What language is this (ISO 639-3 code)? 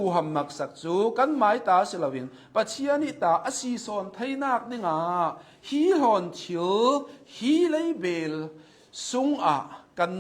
cnh